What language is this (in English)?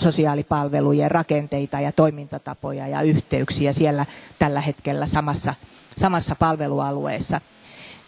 Finnish